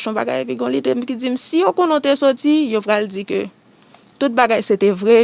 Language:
Haitian Creole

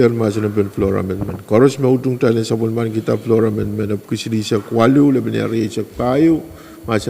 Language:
Pohnpeian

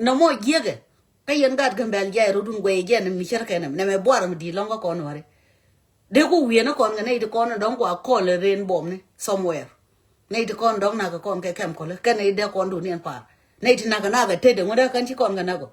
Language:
Nuer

